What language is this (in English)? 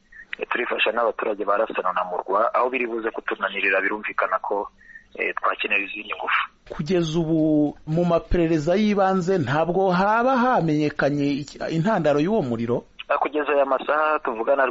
Kinyarwanda